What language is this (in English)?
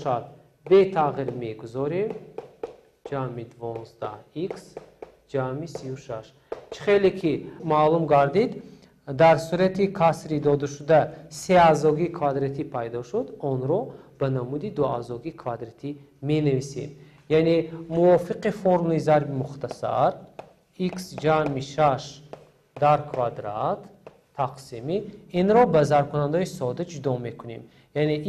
Tajik